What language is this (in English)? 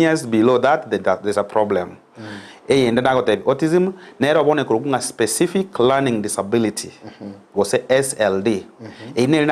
Gusii